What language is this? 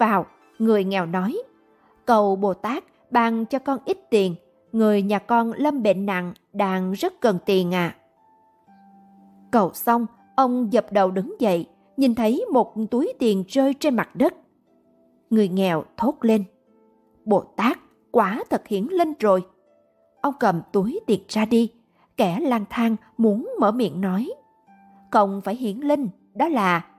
Vietnamese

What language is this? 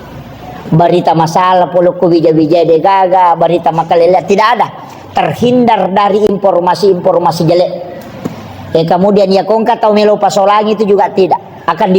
Buginese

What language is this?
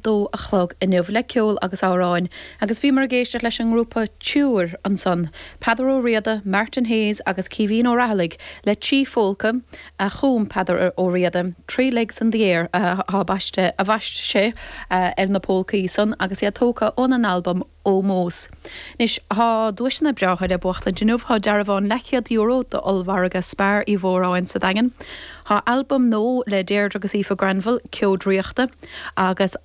Irish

